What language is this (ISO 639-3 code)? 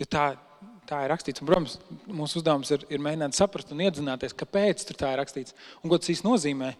lav